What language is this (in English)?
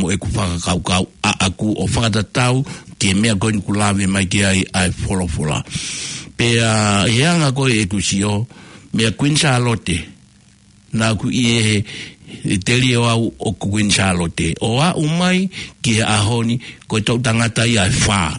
Tongan